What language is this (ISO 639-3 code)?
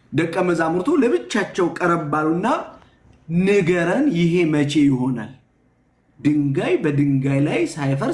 amh